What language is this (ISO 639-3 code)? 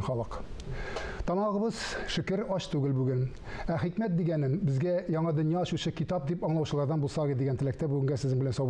tat